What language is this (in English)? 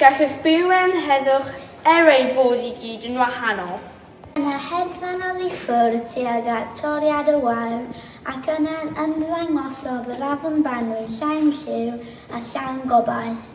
Welsh